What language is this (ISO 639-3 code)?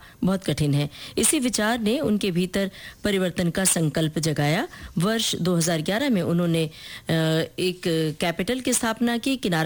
hin